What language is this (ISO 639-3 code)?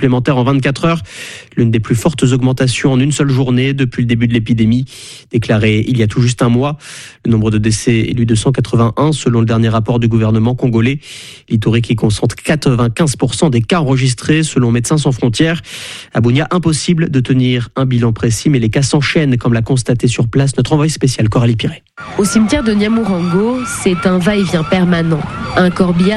fra